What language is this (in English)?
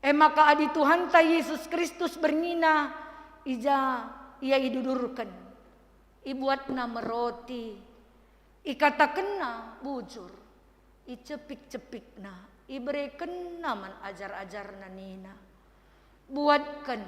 Batak Karo